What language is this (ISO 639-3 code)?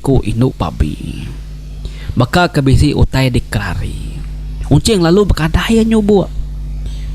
iba